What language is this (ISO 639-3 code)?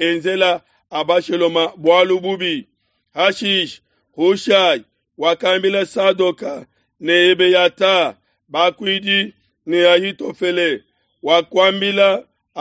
lua